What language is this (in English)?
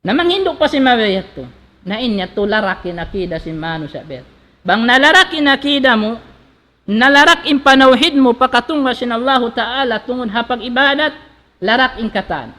Tausug